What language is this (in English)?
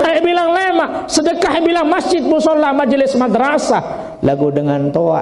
Sasak